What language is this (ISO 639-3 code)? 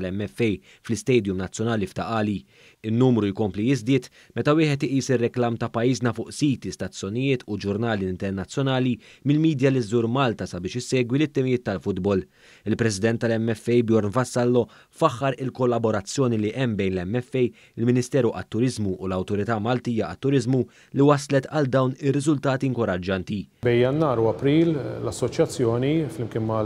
mlt